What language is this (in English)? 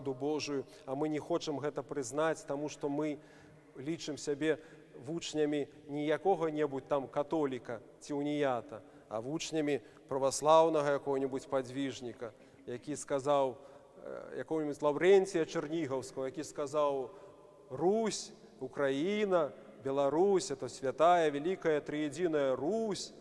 Belarusian